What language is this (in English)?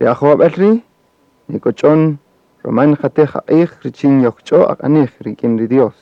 Kaqchikel